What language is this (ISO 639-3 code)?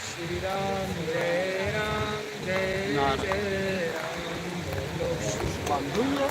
doi